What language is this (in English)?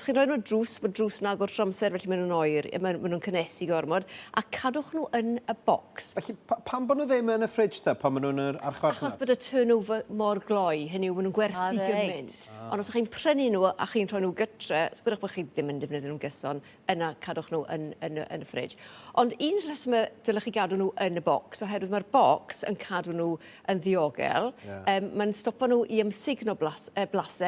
Welsh